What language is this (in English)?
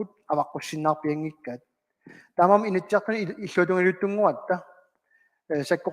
Kalaallisut